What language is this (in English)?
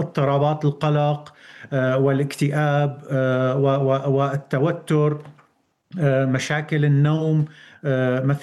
Arabic